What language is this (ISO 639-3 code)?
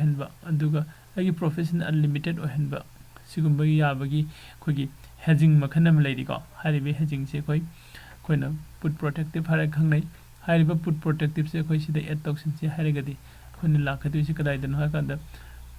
mni